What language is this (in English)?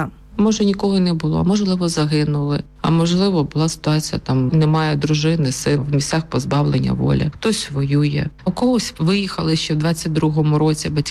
Ukrainian